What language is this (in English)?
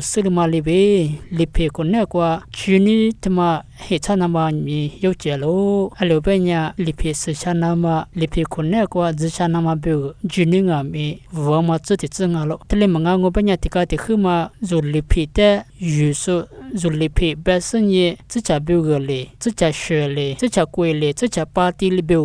Lisu